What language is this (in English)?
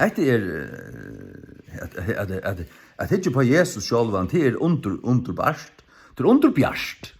Faroese